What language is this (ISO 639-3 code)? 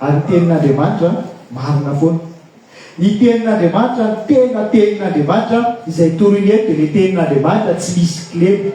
mlg